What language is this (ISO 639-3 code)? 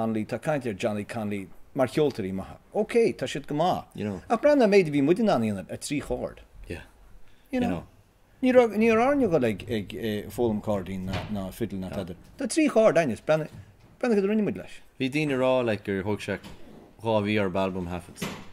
gle